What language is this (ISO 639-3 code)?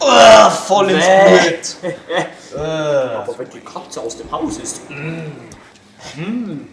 gsw